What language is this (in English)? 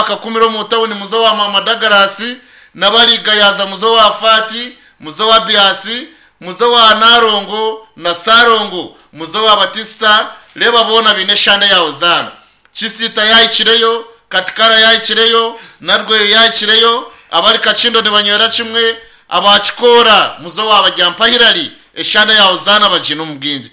Nyankole